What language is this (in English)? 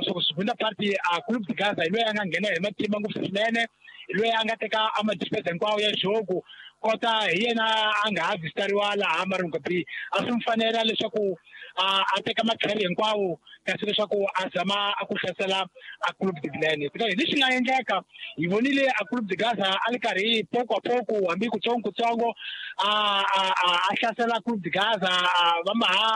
Tsonga